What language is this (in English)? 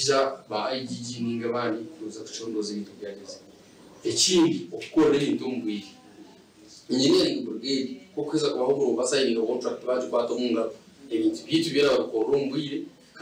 Nyankole